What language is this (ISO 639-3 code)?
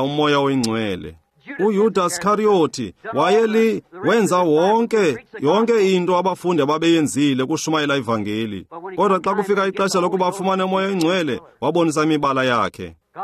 xho